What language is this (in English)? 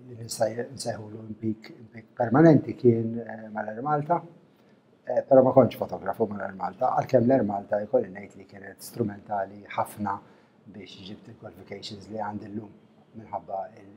Maltese